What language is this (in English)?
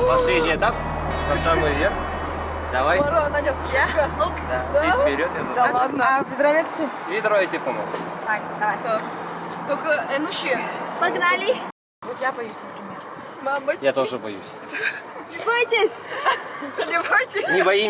Udmurt